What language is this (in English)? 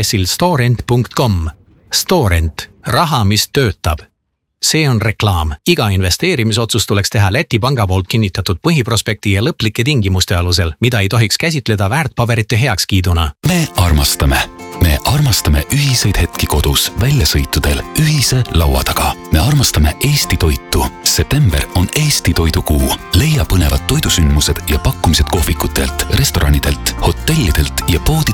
Estonian